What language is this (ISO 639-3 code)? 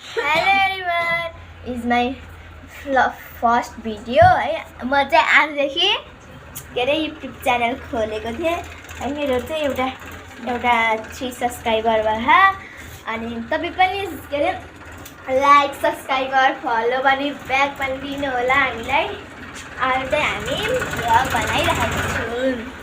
nep